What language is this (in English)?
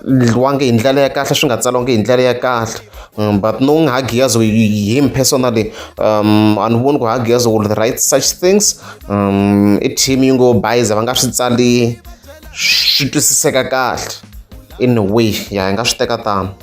Tsonga